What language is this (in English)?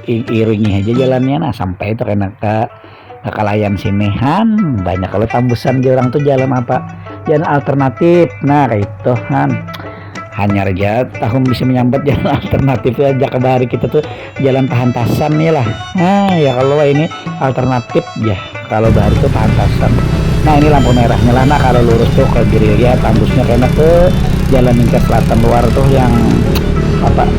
Banjar